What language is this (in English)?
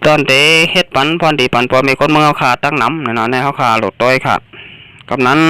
Shan